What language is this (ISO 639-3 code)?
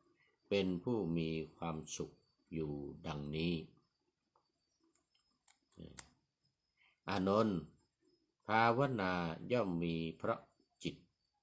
tha